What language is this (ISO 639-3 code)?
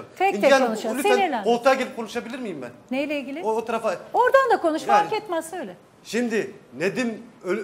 tur